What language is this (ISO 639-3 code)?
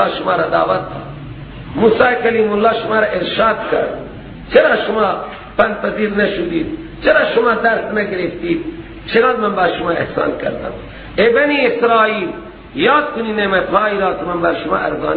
fas